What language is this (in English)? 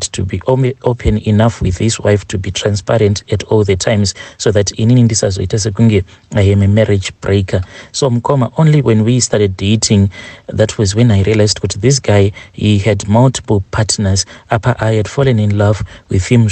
Shona